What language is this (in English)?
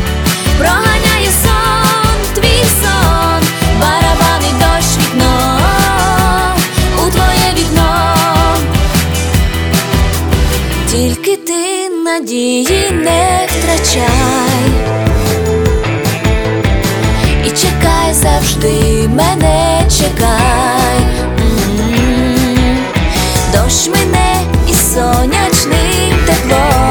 Ukrainian